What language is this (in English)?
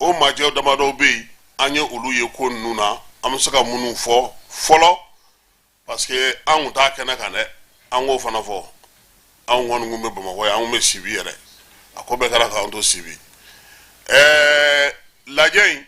Bambara